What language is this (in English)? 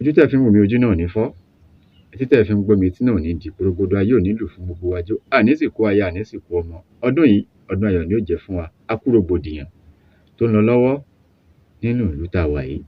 Yoruba